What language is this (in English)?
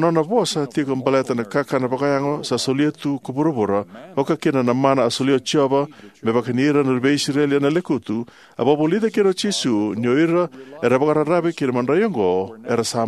Fijian